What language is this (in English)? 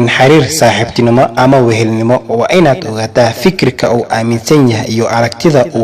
Somali